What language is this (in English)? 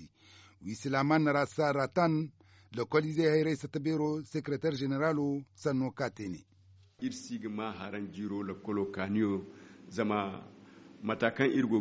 Zarma